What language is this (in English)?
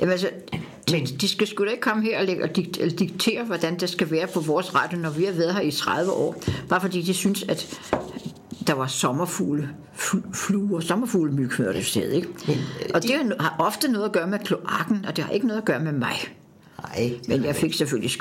Danish